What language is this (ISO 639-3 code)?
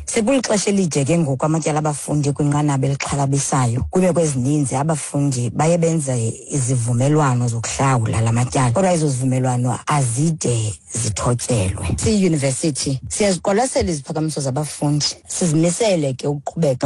xho